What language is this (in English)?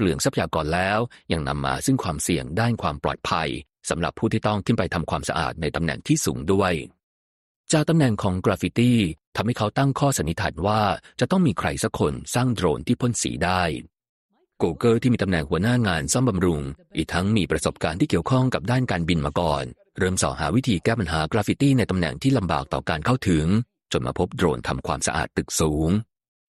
Thai